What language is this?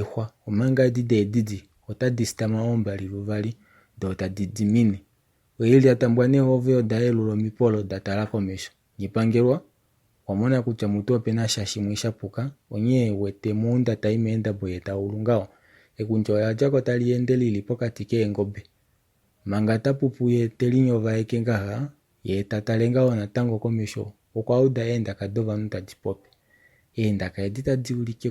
Kuanyama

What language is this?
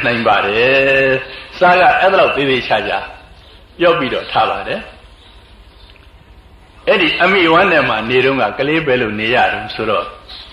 Burmese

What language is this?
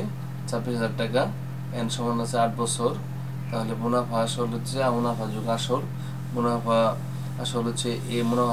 Bangla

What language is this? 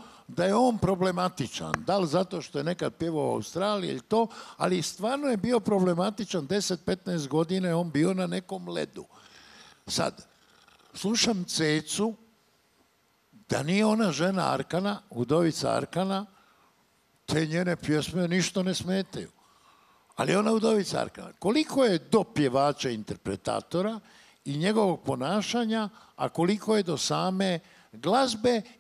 Croatian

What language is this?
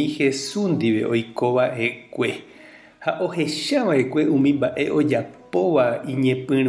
Guarani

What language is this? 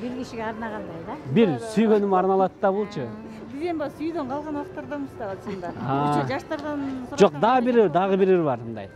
Kyrgyz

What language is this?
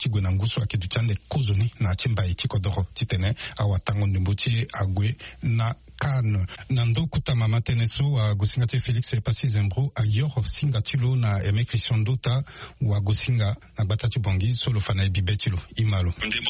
Sango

